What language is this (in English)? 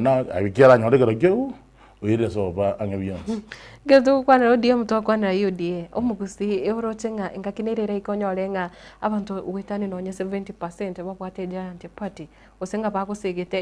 Gusii